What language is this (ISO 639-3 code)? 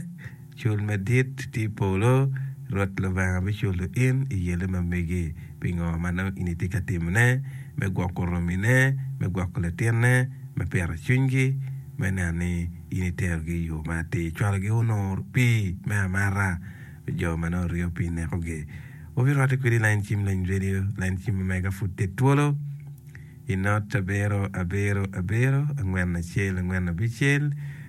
ach